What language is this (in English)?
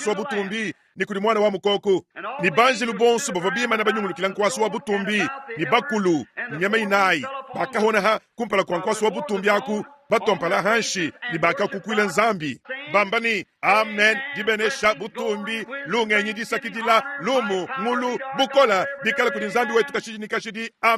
Luba-Lulua